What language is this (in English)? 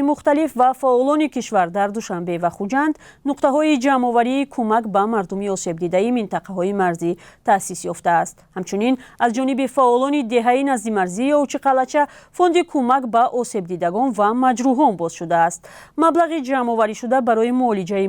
Tajik